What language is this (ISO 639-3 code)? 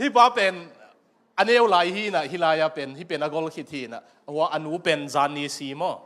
ctd